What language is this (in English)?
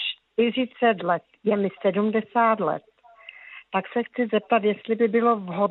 Czech